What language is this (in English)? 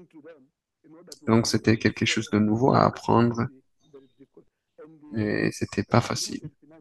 French